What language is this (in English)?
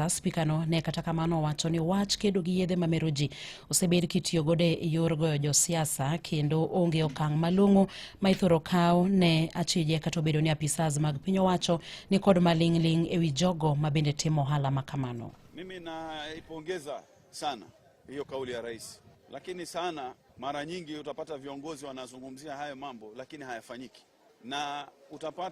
Luo (Kenya and Tanzania)